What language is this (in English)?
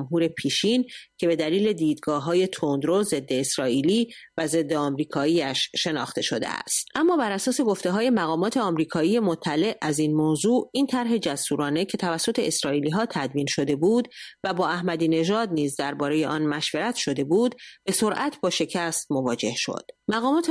Persian